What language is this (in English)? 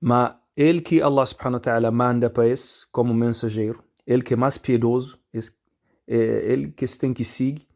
Kabuverdianu